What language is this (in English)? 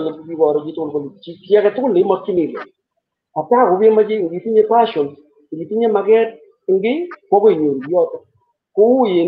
Kalenjin